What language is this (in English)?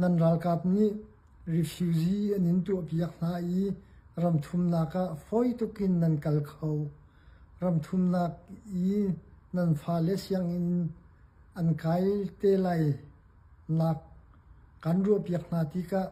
Hakha Chin